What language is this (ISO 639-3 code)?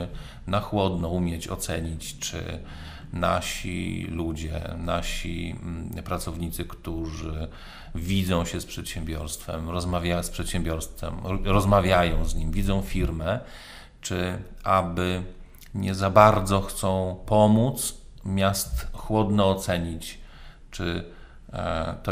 pol